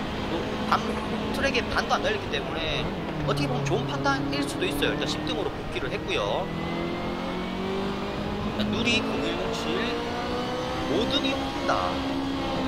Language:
Korean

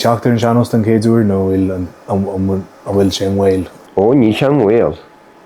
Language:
Irish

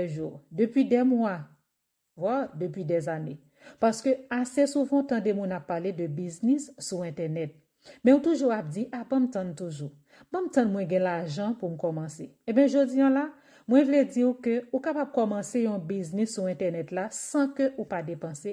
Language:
Haitian Creole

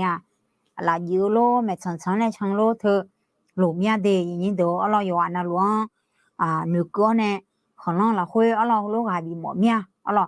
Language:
Akha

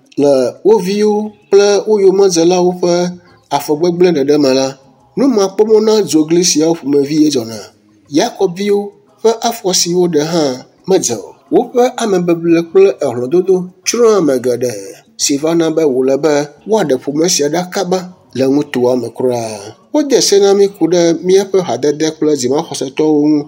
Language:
Ewe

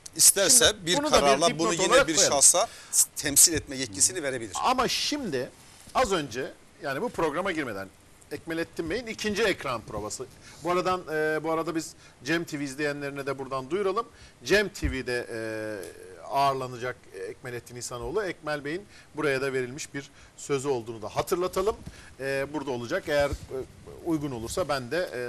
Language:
Turkish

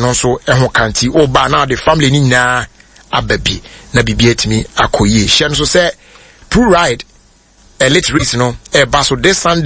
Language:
Akan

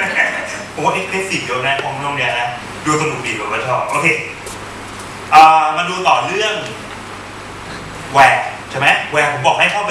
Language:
Thai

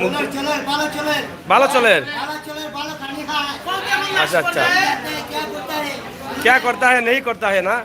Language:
Sylheti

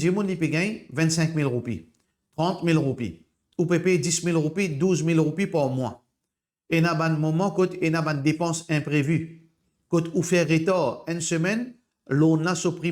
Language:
Morisyen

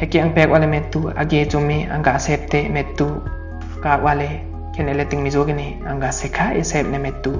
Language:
Limbu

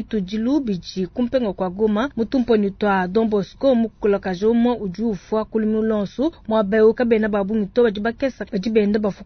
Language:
Luba-Lulua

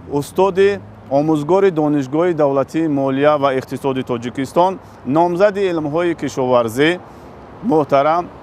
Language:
Tajik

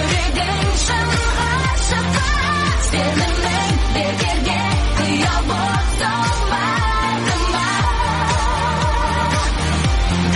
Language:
Kazakh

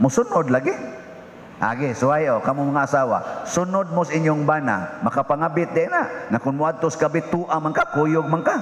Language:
Cebuano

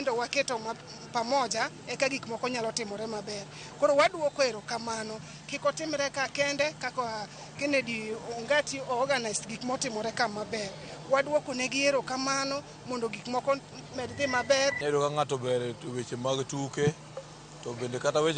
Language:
Luo (Kenya and Tanzania)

